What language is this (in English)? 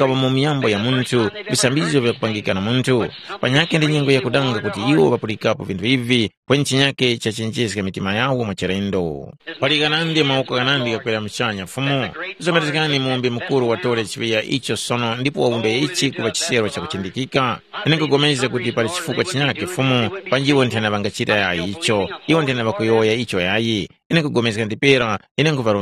Tumbuka